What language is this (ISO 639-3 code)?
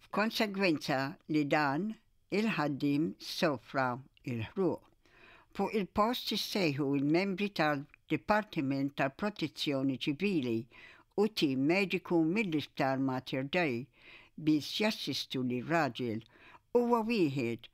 mlt